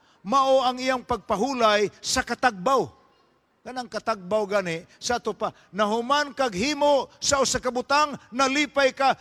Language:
Cebuano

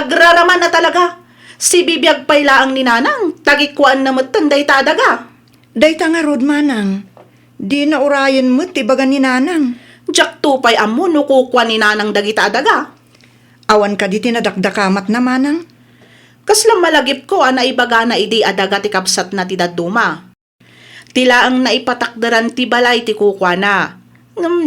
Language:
Iloko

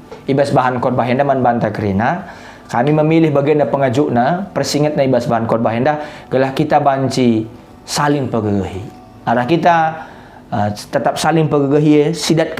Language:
Batak Karo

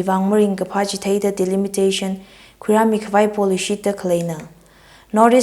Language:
Tangkhul Naga (India)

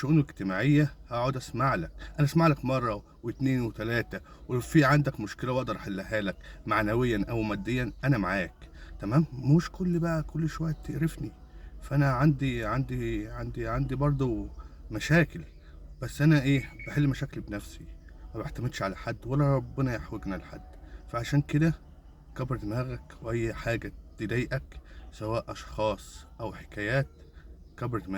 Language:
Egyptian Arabic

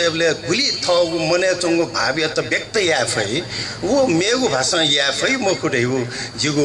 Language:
Newari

